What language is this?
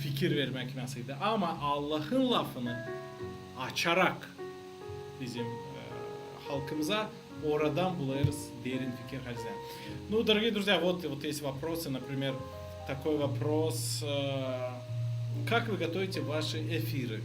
Gagauz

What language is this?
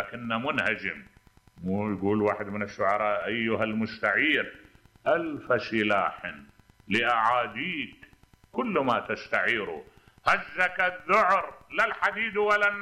Mesopotamian Arabic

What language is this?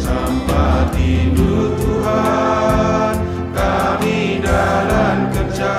Batak Karo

